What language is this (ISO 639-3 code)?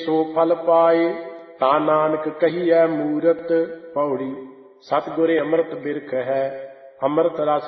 pan